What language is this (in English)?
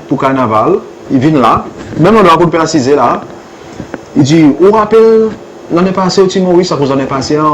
Seselwa Creole French